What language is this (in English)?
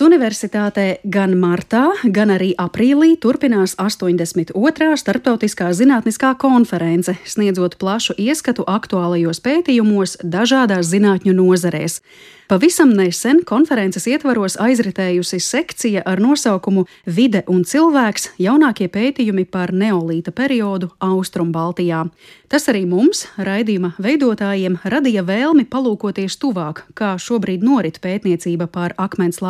Latvian